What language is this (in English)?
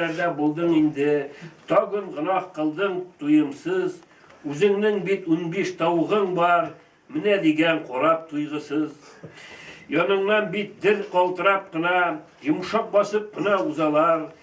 Tatar